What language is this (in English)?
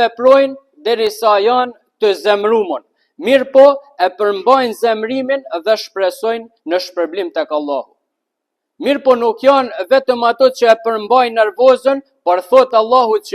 Albanian